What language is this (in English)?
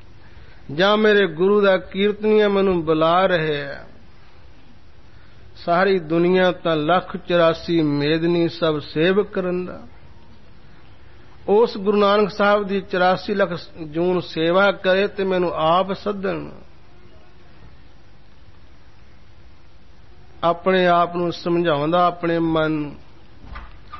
Punjabi